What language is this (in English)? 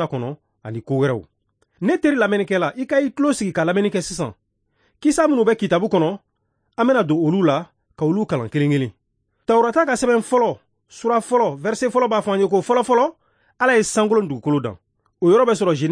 Bambara